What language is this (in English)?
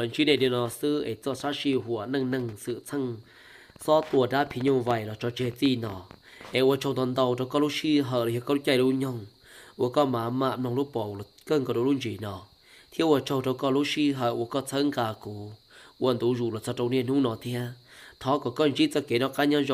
Hmong